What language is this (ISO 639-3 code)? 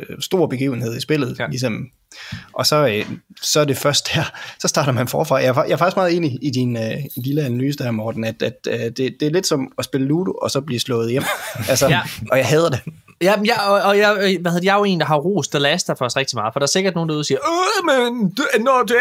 dan